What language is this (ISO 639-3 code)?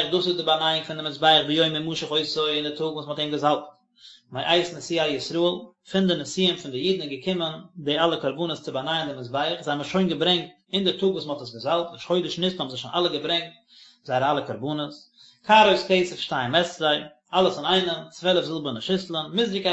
yid